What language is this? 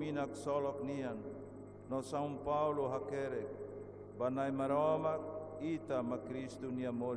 Tetum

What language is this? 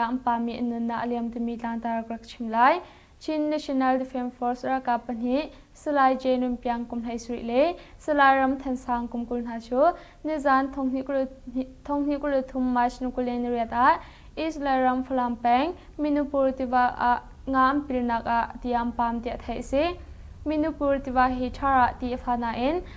Hakha Chin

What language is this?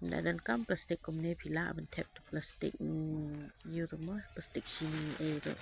Khasi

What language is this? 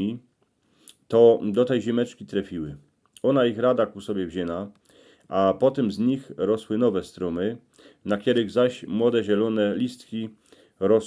Silesian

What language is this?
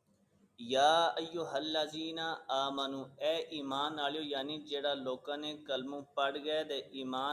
Gujari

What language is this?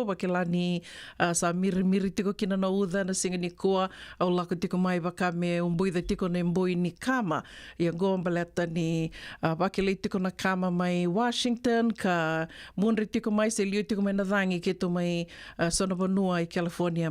Fijian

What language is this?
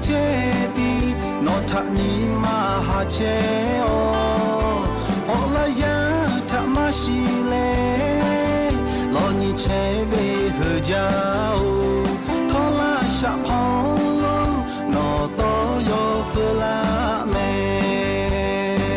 Lahu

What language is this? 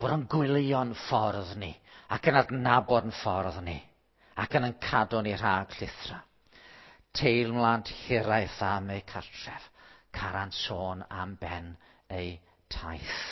Welsh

